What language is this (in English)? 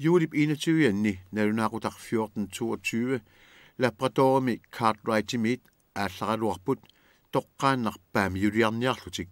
Kalaallisut